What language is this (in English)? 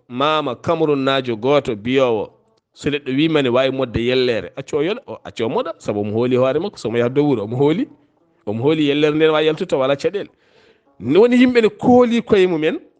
Fula